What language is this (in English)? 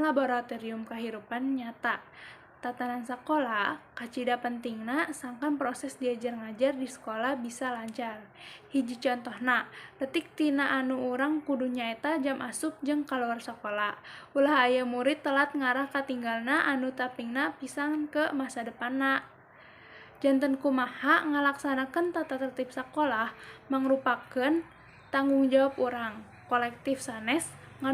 Sundanese